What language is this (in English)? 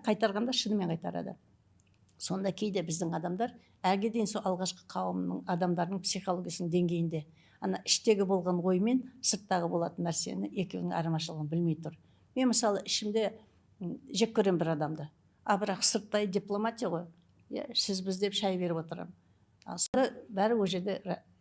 Kazakh